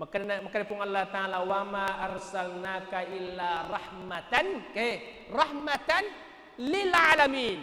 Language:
Buginese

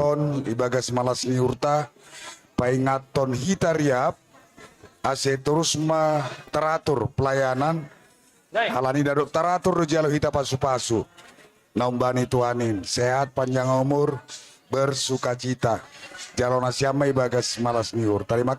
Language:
Batak Simalungun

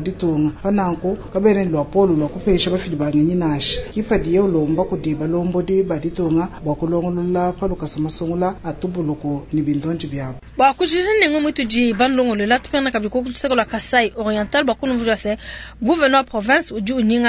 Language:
Luba-Lulua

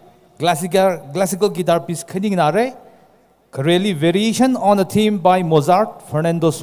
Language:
Tangkhul Naga (India)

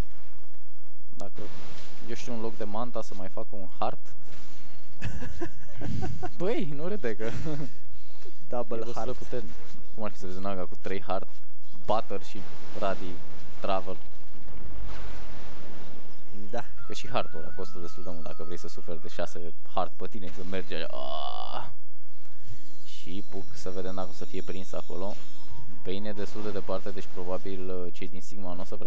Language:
Romanian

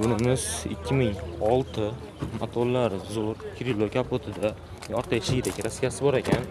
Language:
Uzbek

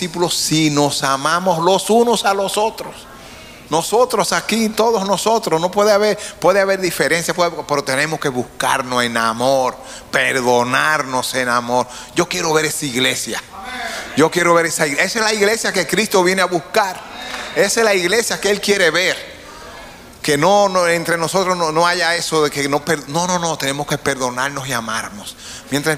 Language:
Spanish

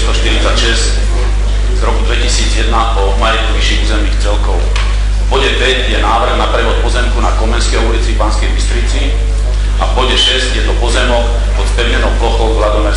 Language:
Slovak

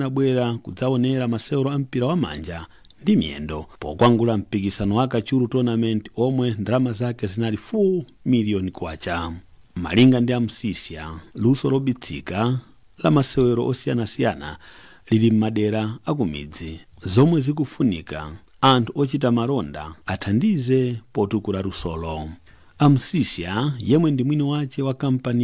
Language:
Nyanja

